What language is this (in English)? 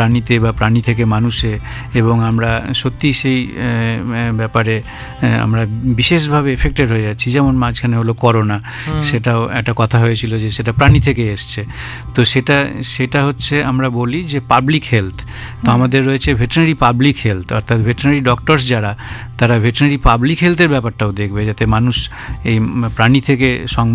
Bangla